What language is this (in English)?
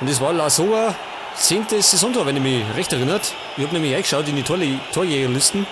Bavarian